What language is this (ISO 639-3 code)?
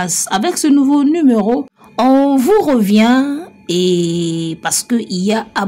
lin